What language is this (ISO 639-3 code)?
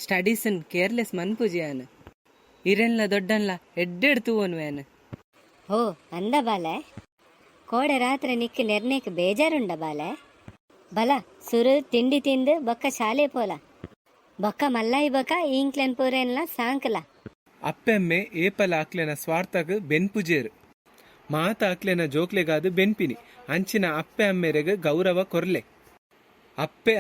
tcy